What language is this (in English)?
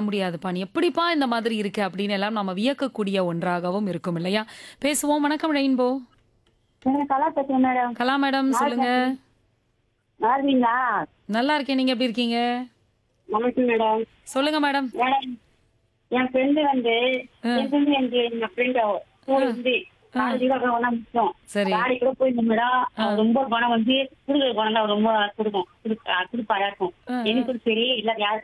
Tamil